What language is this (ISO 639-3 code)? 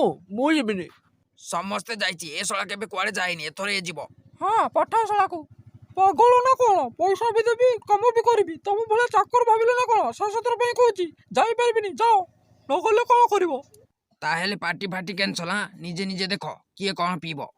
ori